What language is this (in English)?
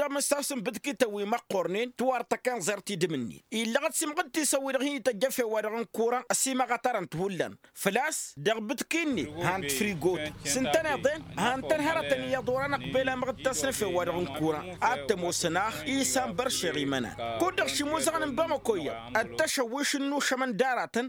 Tamasheq